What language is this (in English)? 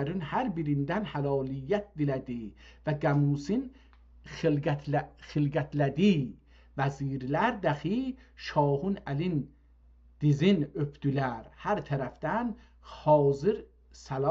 South Azerbaijani